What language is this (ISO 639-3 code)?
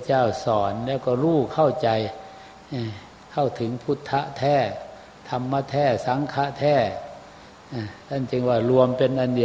tha